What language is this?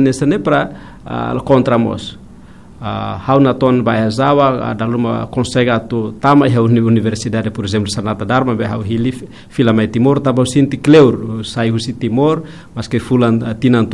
Tetum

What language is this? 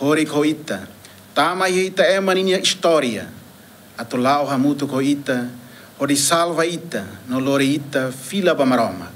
Tetum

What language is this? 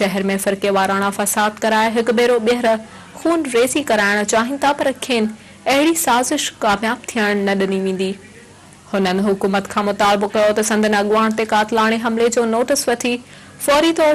Sindhi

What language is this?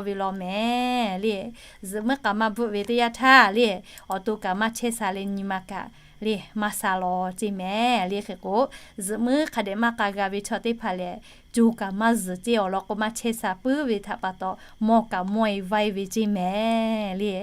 Lahu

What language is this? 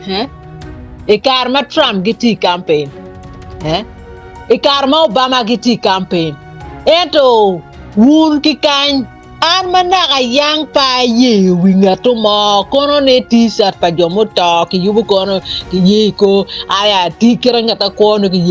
Acoli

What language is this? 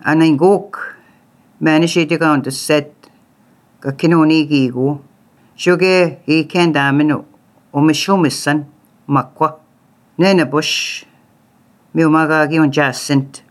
Latvian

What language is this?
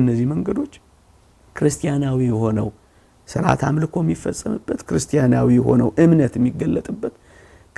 Amharic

